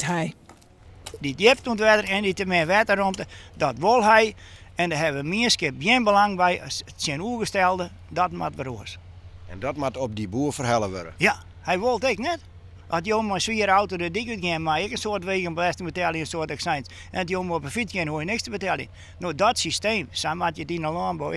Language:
Western Frisian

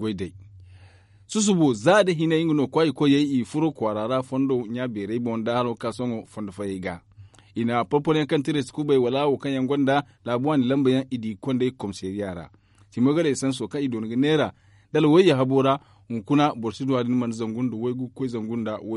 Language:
Zarma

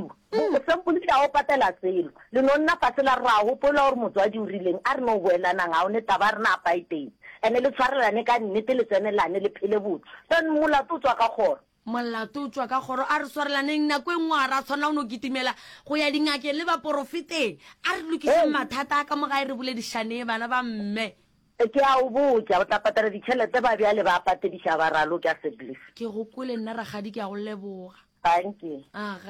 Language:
Northern Sotho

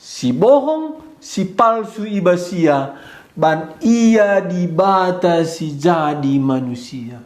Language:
Batak Karo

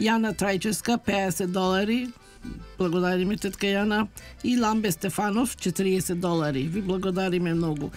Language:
Macedonian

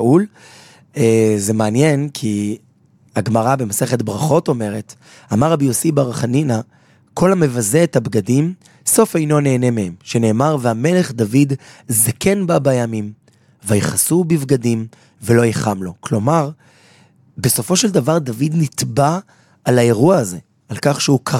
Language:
Hebrew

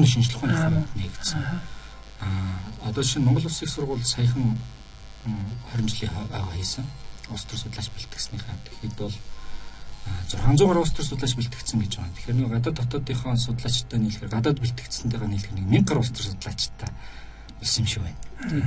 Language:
Mongolian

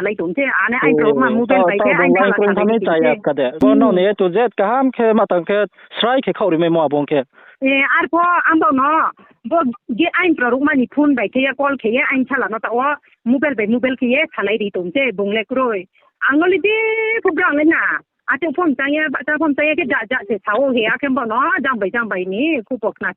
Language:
Riang (India)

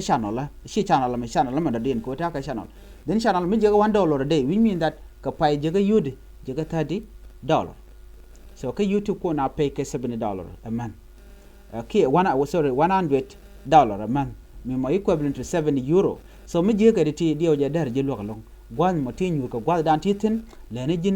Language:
Nuer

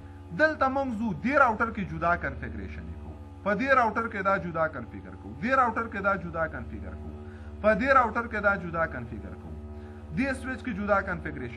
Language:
Pashto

